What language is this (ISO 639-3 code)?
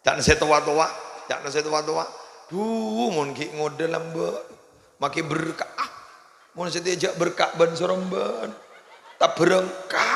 mad